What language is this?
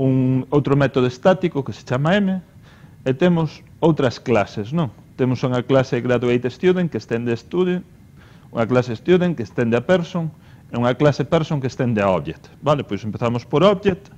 Galician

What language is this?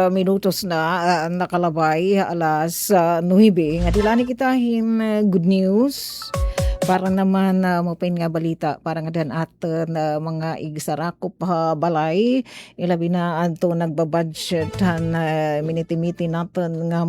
Waray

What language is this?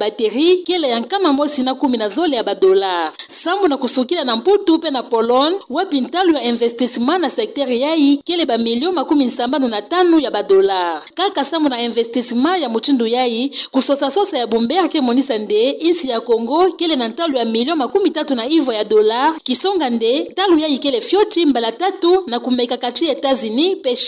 Kituba (Democratic Republic of Congo)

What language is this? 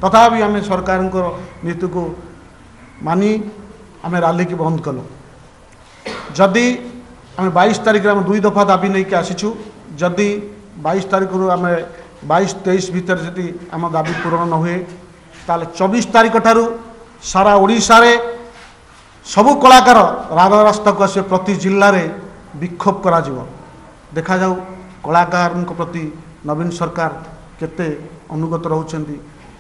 Odia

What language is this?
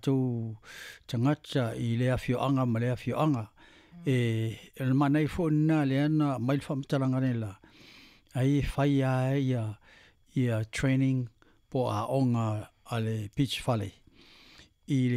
Samoan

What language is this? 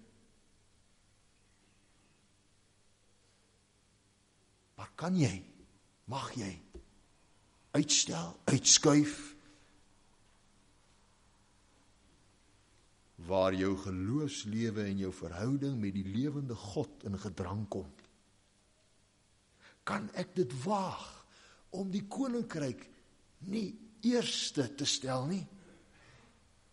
Afrikaans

